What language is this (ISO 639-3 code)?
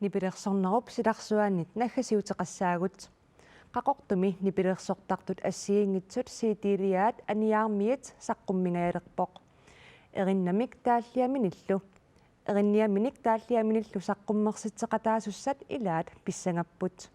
kal